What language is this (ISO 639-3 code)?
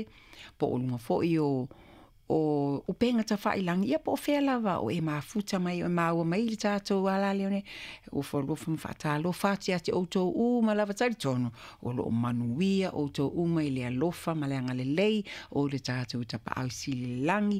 smo